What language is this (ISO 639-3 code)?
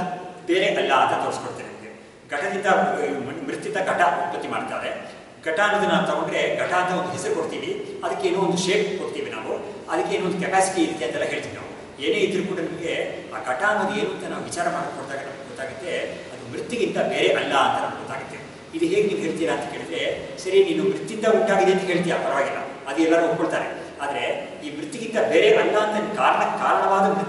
kan